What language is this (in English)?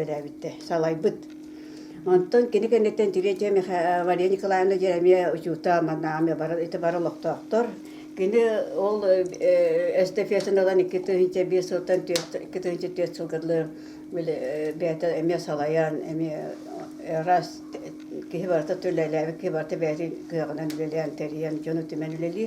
Yakut